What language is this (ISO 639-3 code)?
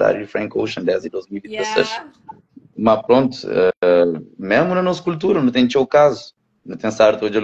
kea